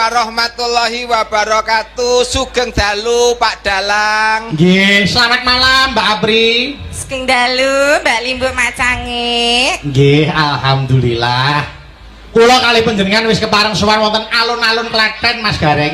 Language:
Javanese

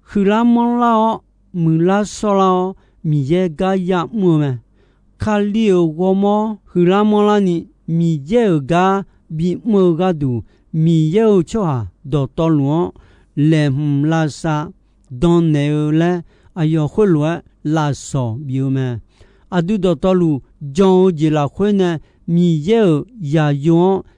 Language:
Akha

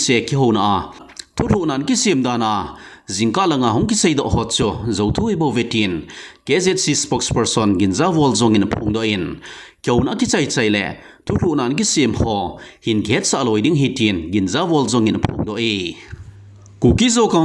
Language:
Thado Chin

